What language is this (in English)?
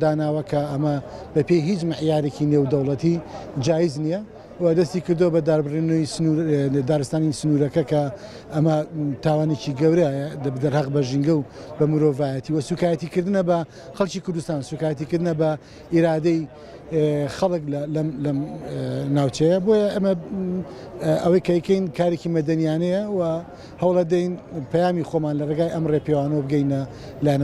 Central Kurdish